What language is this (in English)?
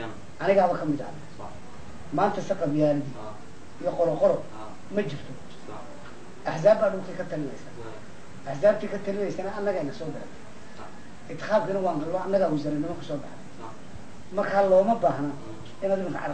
Somali